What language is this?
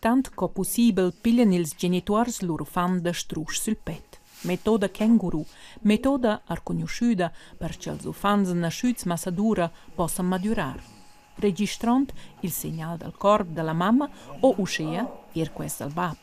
Romansh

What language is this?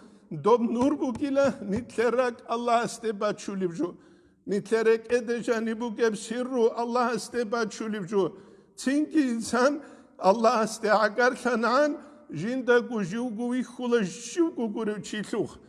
Avaric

